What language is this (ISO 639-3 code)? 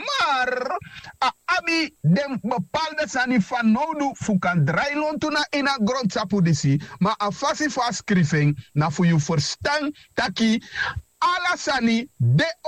srn